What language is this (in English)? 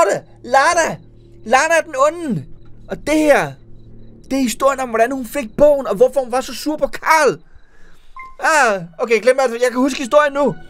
Danish